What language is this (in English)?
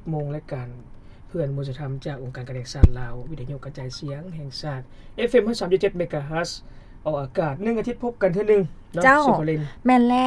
Lao